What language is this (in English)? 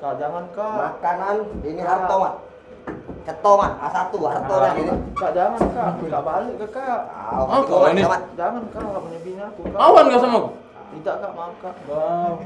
Musi